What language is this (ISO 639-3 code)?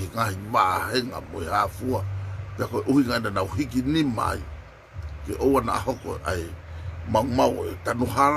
ton